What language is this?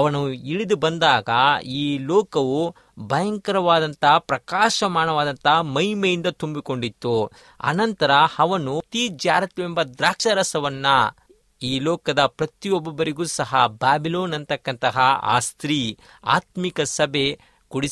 Kannada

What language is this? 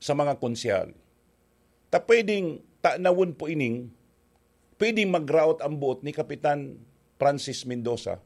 Bikol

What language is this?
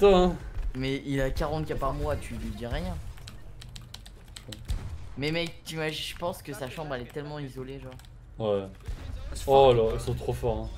French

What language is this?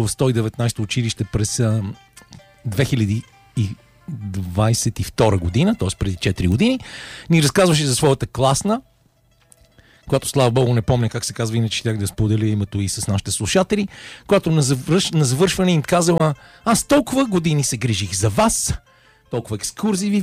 Bulgarian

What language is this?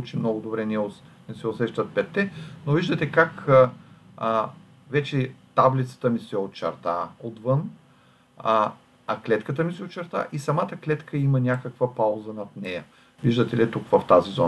Bulgarian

